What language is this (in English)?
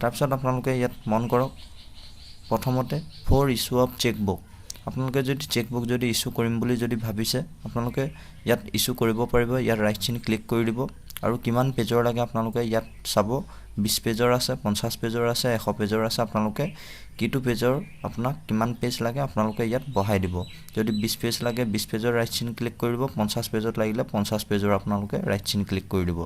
Assamese